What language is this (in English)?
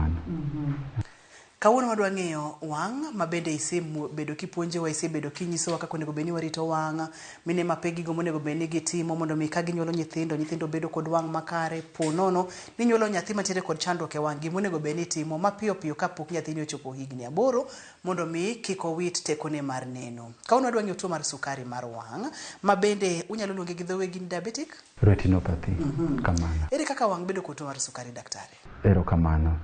Luo (Kenya and Tanzania)